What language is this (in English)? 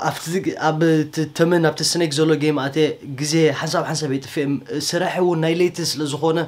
Tigrinya